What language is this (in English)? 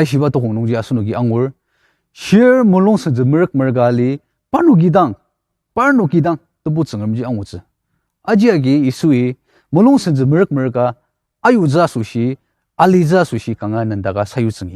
Ao Naga